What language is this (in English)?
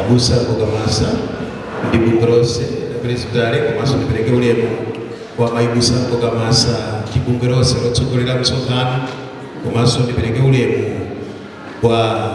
Nyanja